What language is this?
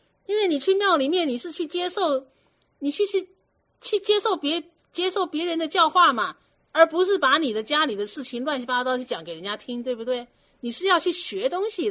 Chinese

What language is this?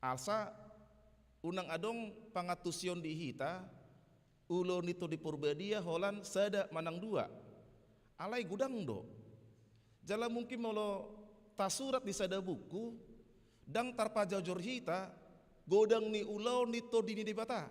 Batak Toba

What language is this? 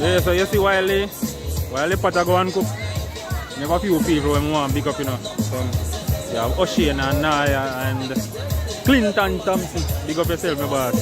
Jamaican Creole English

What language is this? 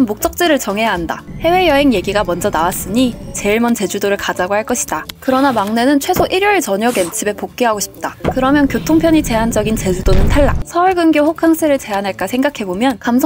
Korean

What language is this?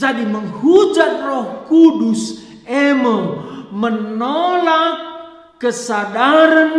Batak Karo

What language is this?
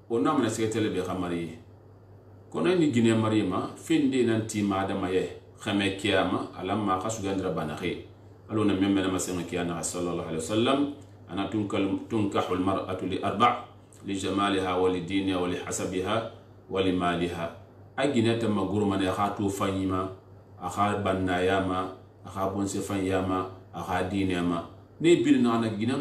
Susu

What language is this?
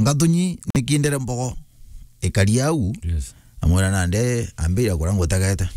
Meru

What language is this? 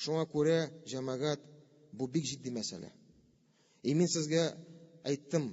Tatar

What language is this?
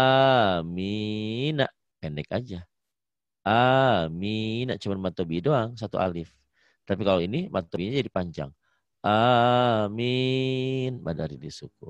Indonesian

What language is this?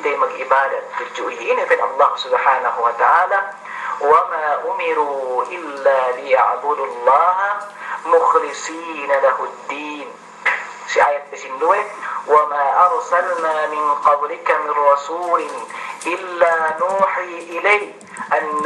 Yakan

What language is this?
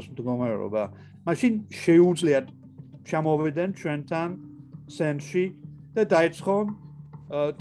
Georgian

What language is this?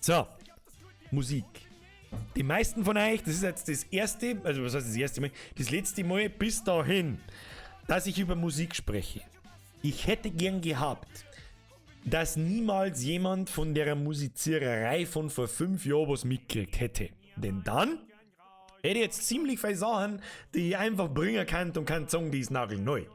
Bavarian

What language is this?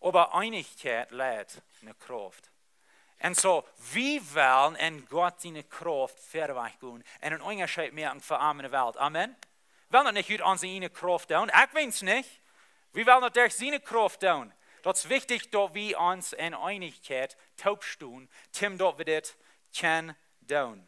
Plautdietsch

